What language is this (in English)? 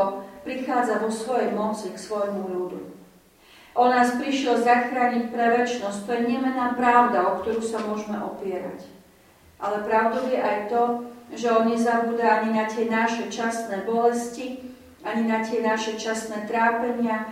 Slovak